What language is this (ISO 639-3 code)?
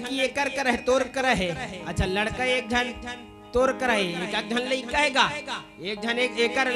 hne